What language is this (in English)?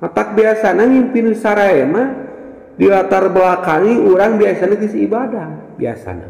Sundanese